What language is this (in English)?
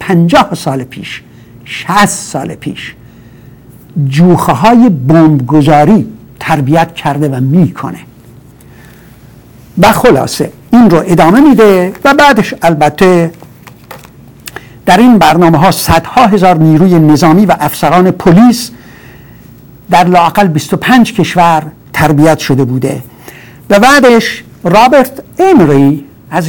Persian